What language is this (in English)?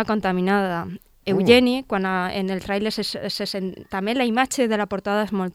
Catalan